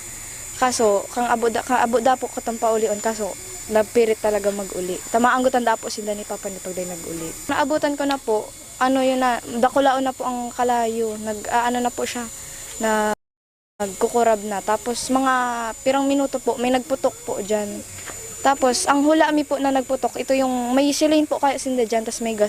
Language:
Bikol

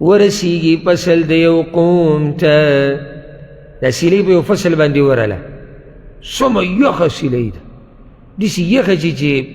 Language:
Pashto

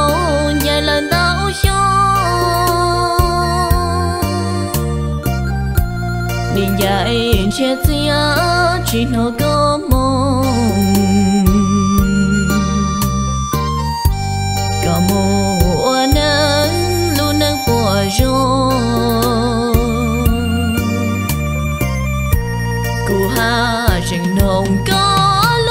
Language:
Vietnamese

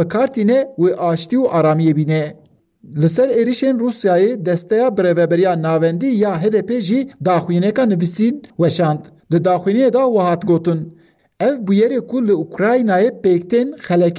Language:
Kurdish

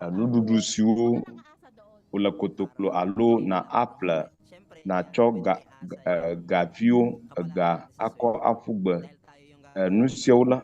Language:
Ewe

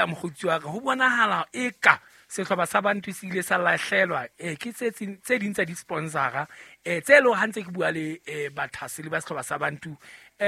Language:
Southern Sotho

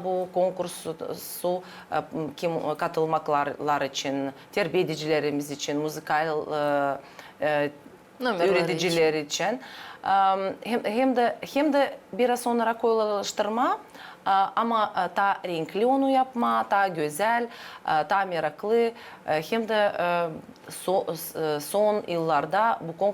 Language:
Gagauz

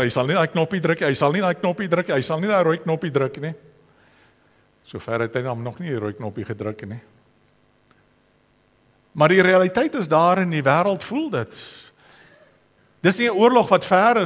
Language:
Afrikaans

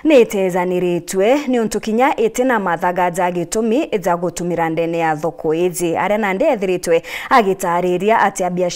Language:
Meru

